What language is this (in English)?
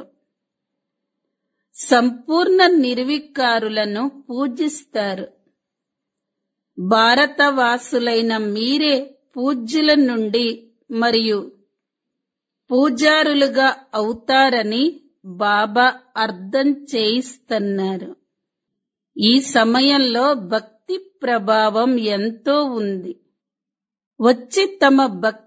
Telugu